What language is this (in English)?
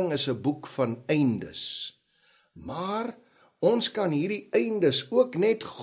Afrikaans